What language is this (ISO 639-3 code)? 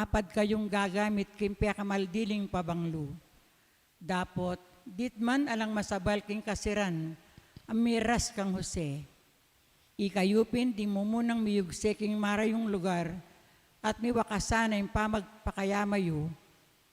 pam